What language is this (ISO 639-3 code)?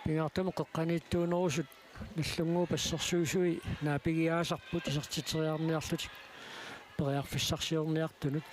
kal